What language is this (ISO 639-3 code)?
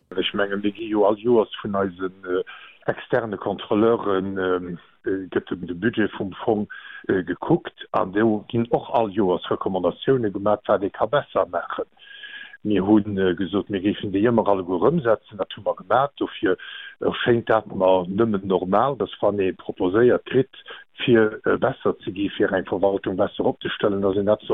ltz